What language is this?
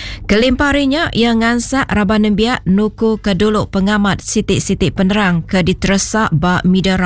Iban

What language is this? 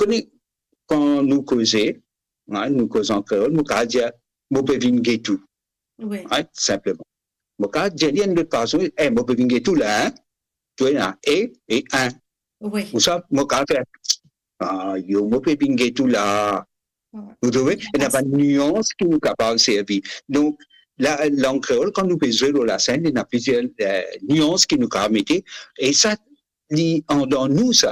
Morisyen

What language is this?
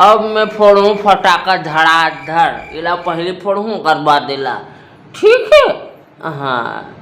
Chhattisgarhi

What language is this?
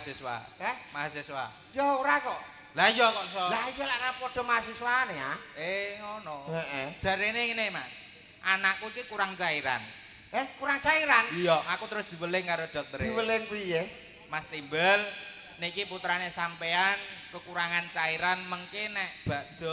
Javanese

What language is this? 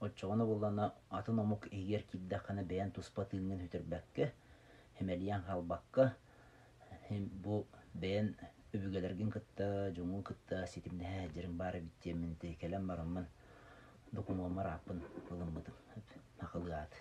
Yakut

